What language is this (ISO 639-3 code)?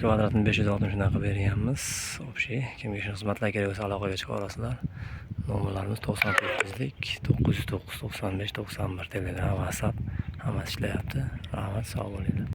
uzb